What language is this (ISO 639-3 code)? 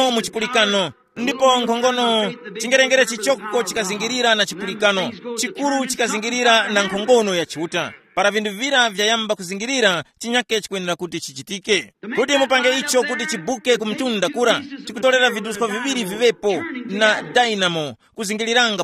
tum